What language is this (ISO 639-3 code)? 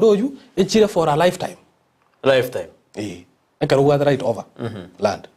guz